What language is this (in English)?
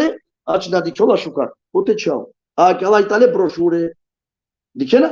Balkan Romani